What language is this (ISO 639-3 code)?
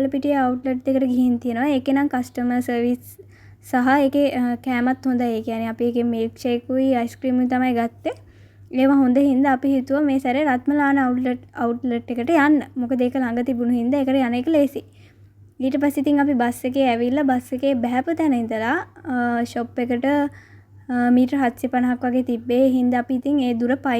sin